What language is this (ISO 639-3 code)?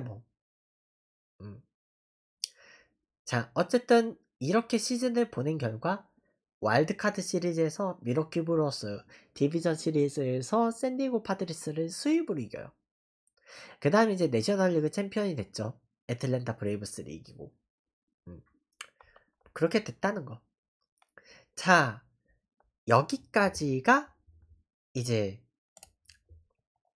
kor